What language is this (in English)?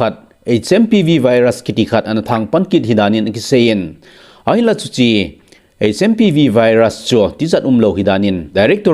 Thado Chin